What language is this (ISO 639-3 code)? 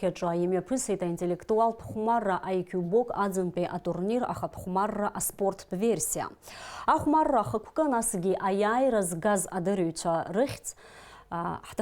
abk